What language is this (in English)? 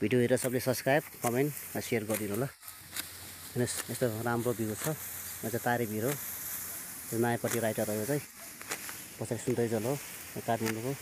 Nepali